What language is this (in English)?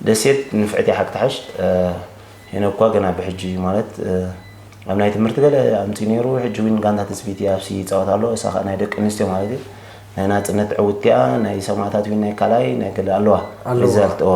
Tigrinya